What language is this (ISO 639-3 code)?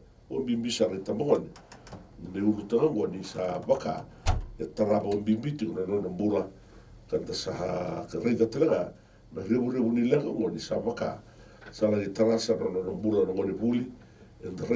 fij